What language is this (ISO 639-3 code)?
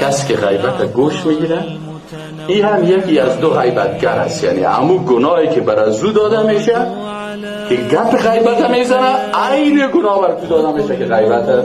fas